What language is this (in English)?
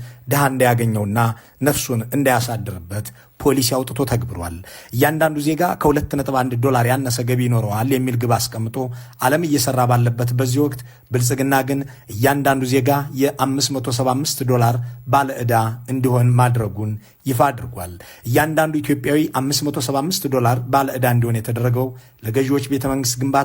Amharic